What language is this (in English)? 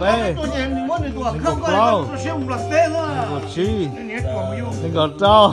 Hmong